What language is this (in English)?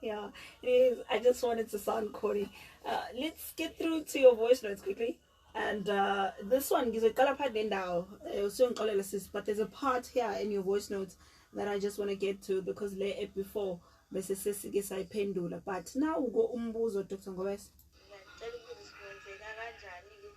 Zulu